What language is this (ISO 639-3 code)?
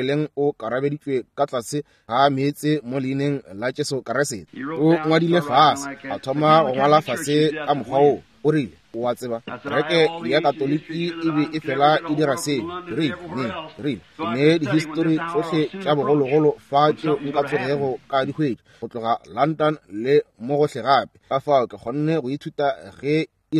nso